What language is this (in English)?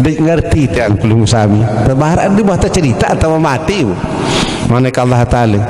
Sasak